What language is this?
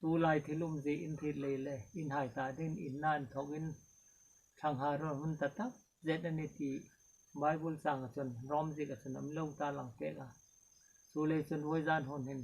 Hmar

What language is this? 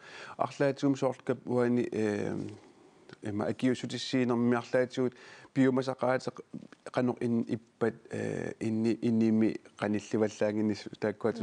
Kalaallisut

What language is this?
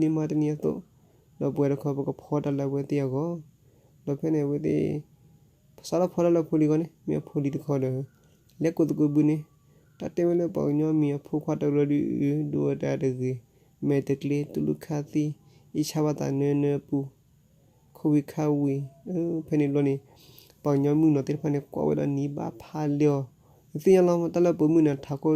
S'gaw Karen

